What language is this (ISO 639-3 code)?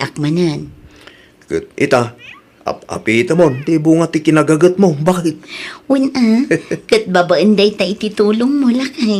ilo